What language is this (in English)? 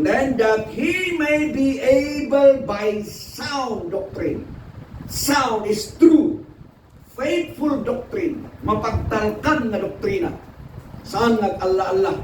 Iloko